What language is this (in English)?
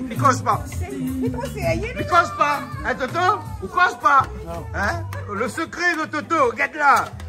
Réunion Creole French